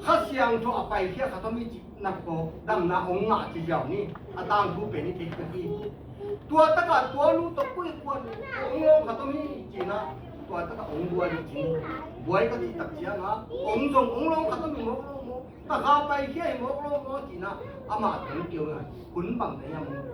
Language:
Tedim Chin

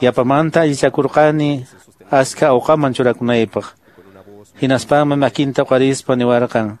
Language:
Quechua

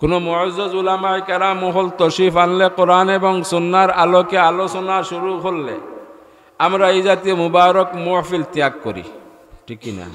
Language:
Sylheti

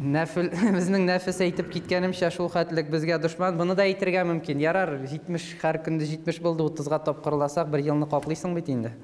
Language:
Tatar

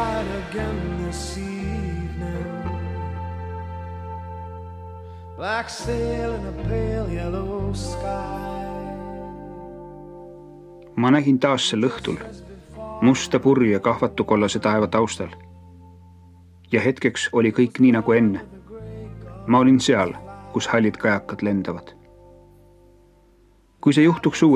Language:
Estonian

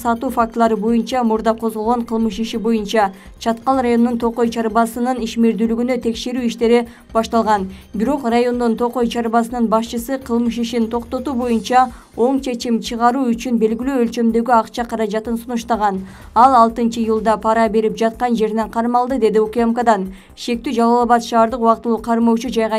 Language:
Kyrgyz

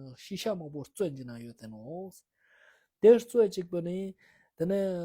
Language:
Ladakhi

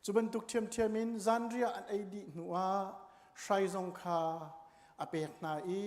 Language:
Hakha Chin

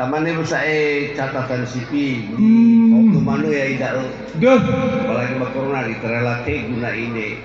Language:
Nias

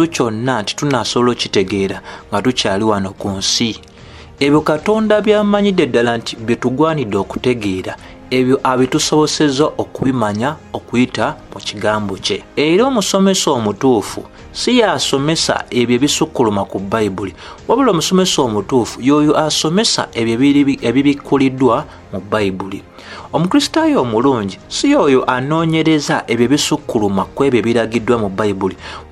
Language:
Ganda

